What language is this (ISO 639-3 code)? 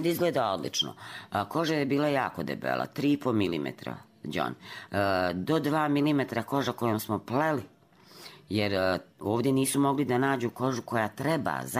srp